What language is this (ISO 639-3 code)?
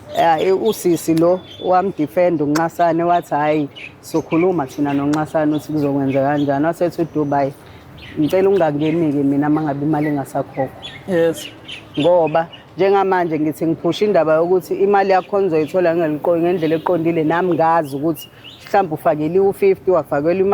zul